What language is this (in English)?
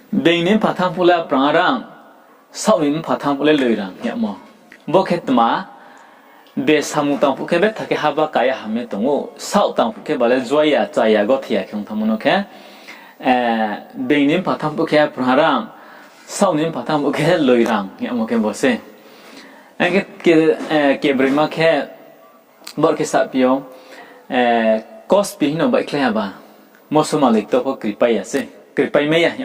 Riang (India)